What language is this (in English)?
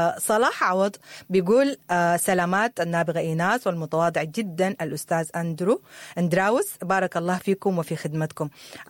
Sudanese Arabic